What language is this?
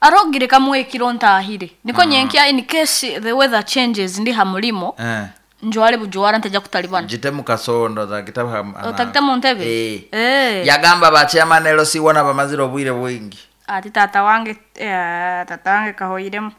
Nyoro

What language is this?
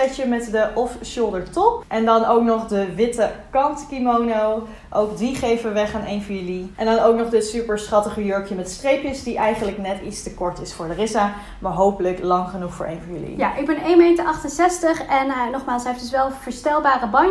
Dutch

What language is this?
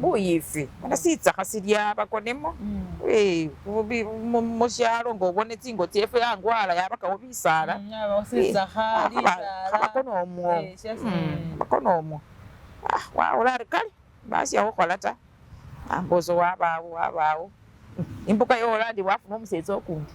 Masaaba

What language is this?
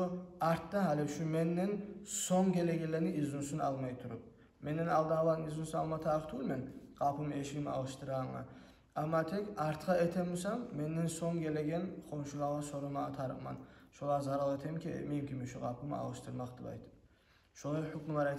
Kumyk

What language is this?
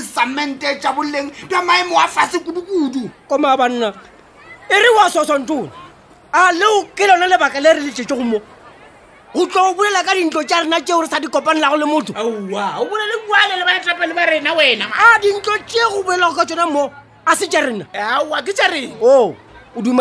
Northern Sotho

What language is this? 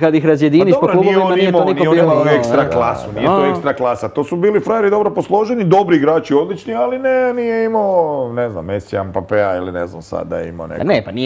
Croatian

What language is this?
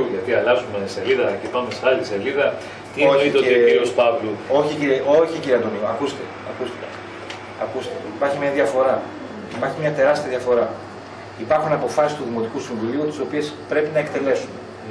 Greek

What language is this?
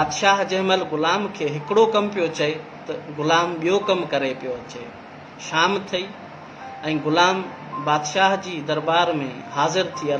Sindhi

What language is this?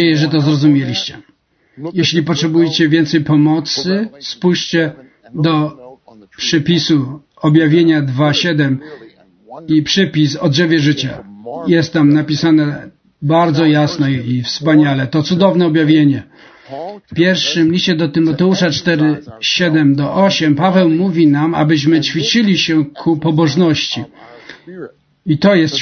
Polish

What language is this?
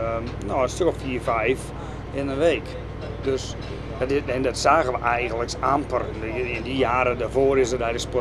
Western Frisian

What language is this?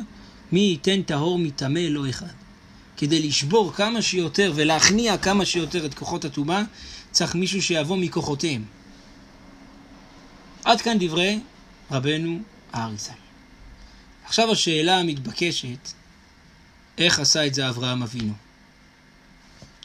Hebrew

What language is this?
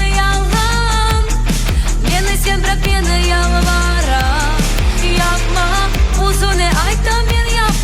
Crimean Tatar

